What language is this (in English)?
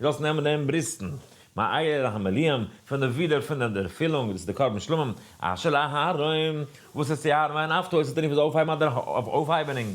Yiddish